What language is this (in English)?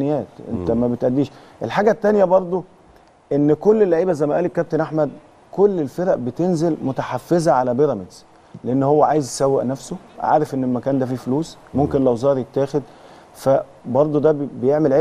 Egyptian Arabic